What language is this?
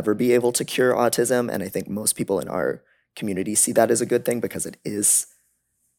English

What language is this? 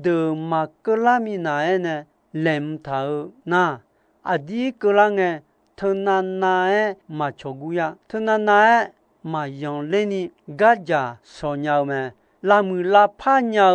Akha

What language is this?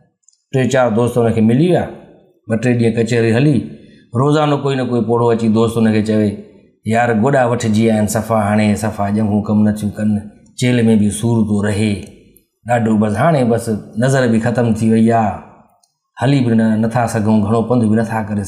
Sindhi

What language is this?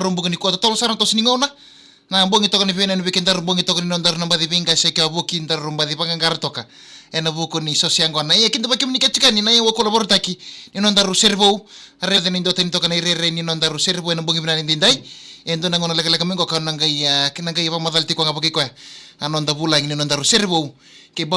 Fijian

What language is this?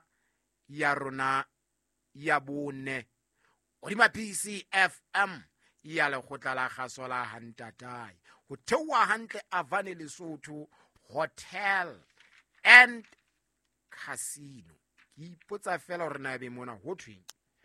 Southern Sotho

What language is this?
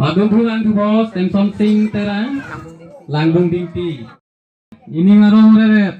Karbi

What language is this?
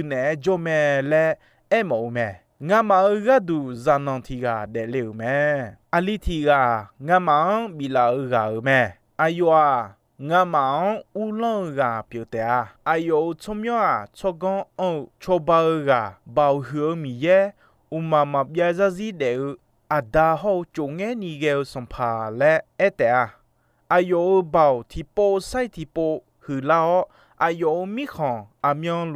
Akha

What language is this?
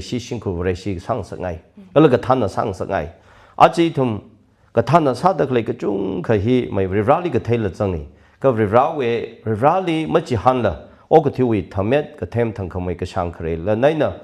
Tangkhul Naga (India)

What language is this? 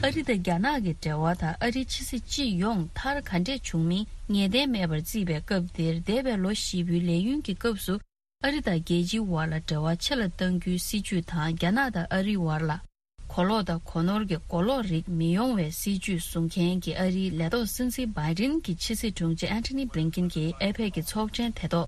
Tibetan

